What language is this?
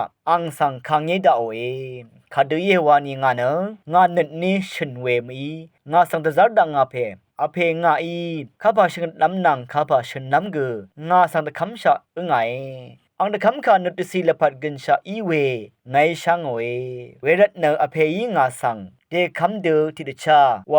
Rawang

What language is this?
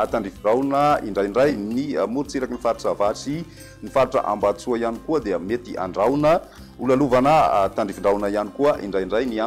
Malagasy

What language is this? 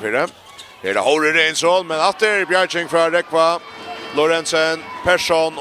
Faroese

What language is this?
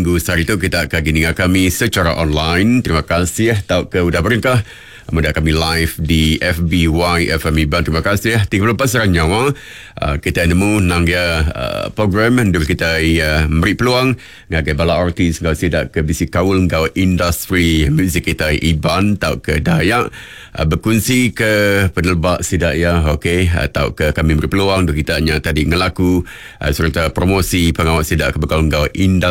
Iban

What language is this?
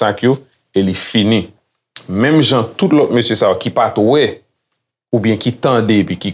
Haitian Creole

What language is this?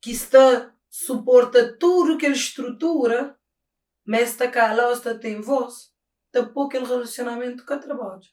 Kabuverdianu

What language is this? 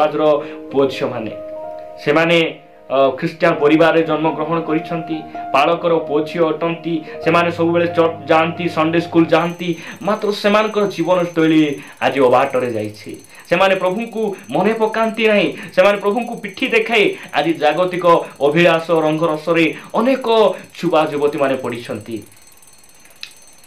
Odia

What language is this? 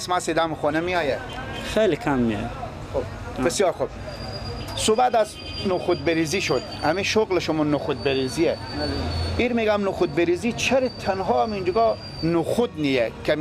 Persian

